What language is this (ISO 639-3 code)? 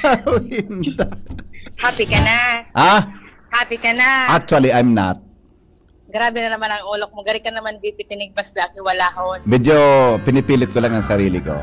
bik